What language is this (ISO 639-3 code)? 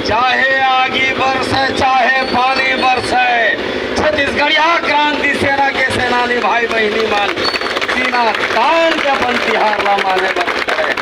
hne